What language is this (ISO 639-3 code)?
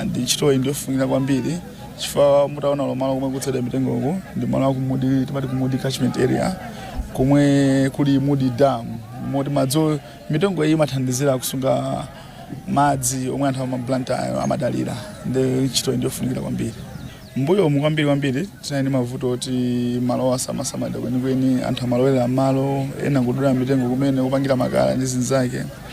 nya